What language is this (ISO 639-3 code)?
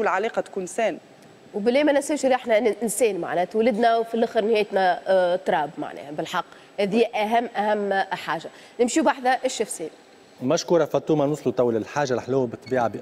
aeb